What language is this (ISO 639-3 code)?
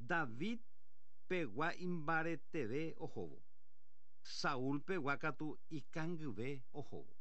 grn